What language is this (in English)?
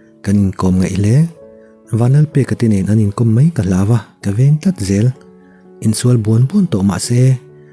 Mizo